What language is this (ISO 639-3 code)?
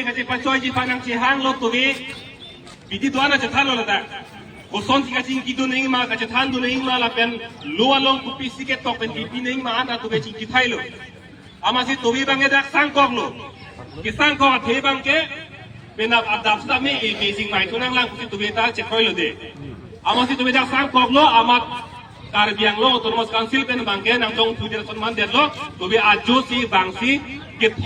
mjw